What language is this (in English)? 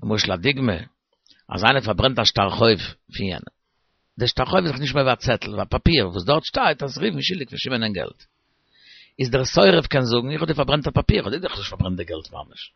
Yiddish